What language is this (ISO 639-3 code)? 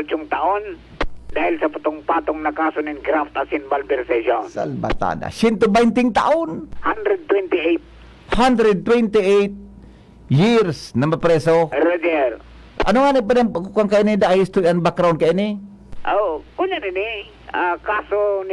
bik